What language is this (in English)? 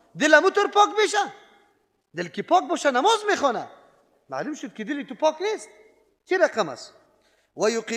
Persian